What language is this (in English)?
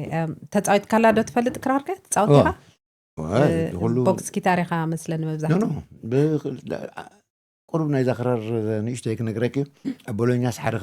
Tigrinya